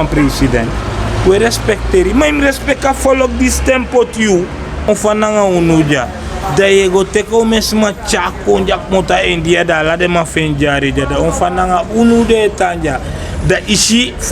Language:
Sranan Tongo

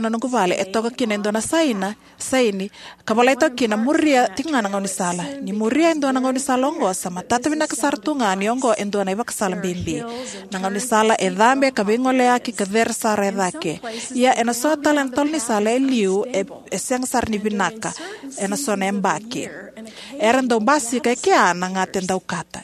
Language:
Fijian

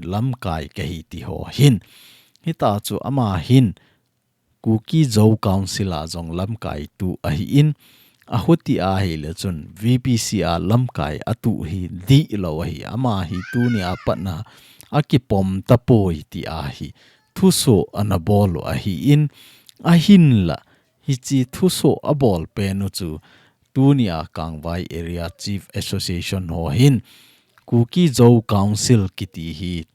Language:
Thado Chin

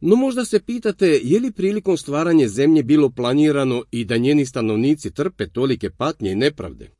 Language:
Croatian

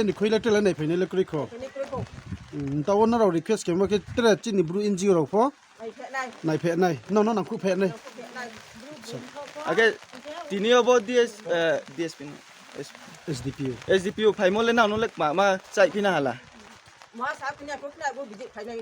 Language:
Riang (India)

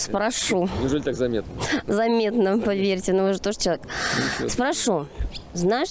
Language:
Russian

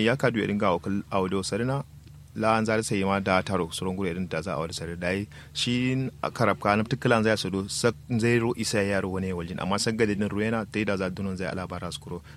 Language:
Kanuri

